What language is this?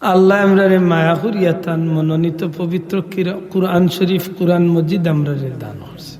Sylheti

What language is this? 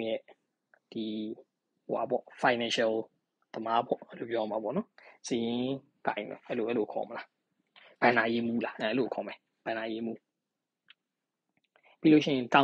Burmese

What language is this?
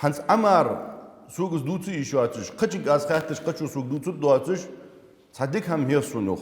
Ingush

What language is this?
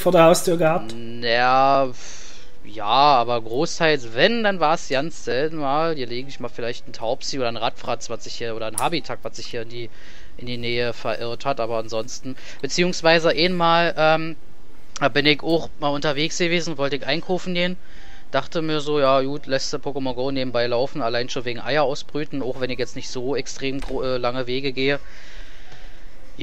German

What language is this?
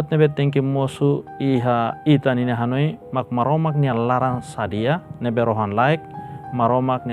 Tetum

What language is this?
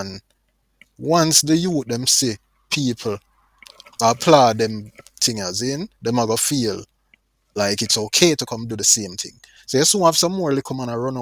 Jamaican Creole English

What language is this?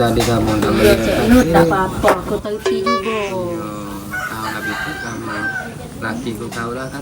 Musi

